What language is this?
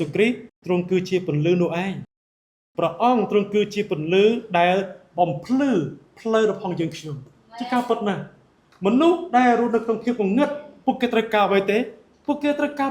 Khmer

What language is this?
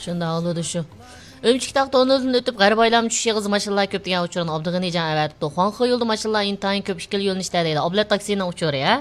Uyghur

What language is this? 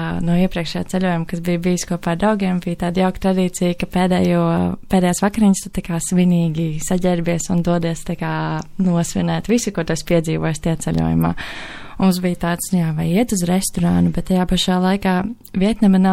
Latvian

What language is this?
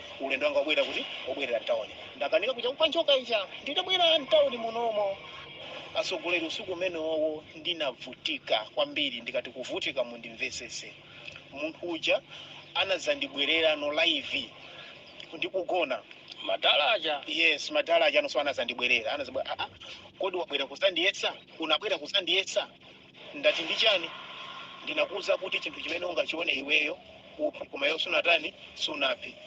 Nyanja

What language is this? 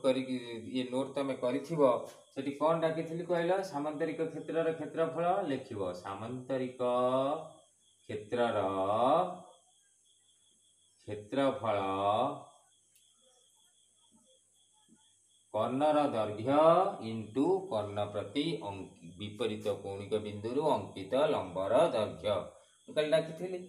Odia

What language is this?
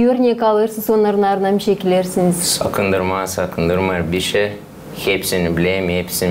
Gagauz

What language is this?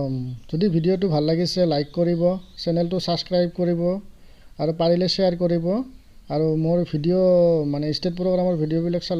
Assamese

